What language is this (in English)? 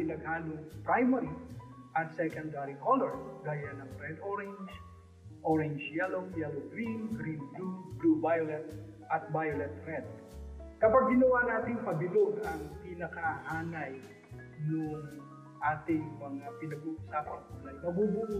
Filipino